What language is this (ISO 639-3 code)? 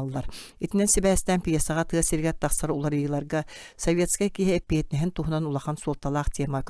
sah